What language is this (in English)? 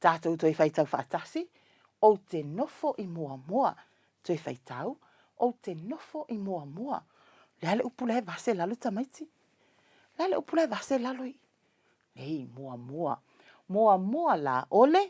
Samoan